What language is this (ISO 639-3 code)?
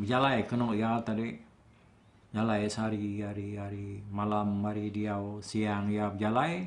iba